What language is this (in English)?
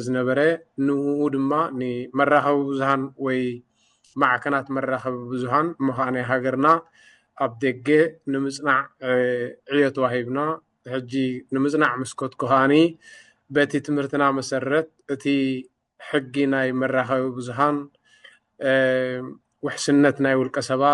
Tigrinya